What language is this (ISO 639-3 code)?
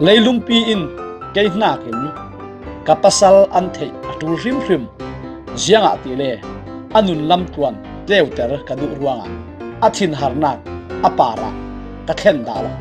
cfm